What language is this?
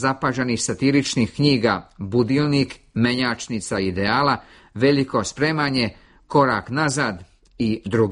Serbian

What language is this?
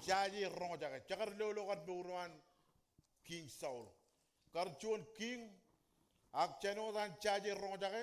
Marshallese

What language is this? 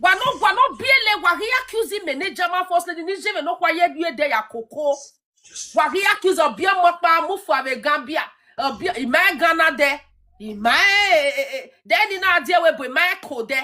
Nigerian Pidgin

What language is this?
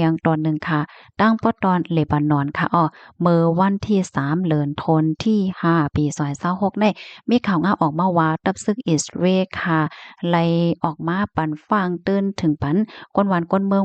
Shan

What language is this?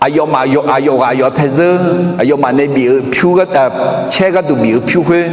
Akha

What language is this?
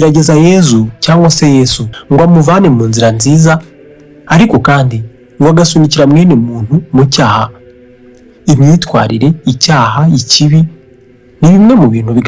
Kinyarwanda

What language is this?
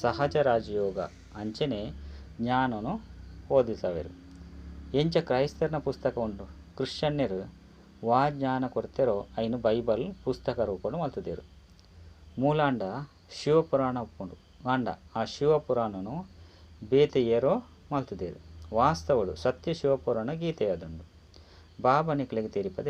Tulu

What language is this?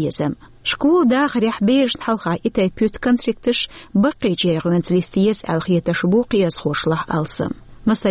Chechen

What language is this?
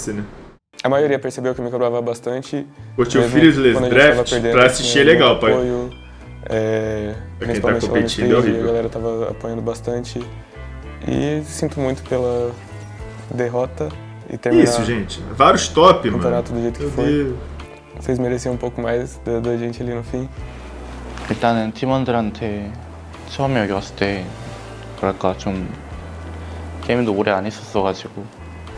Portuguese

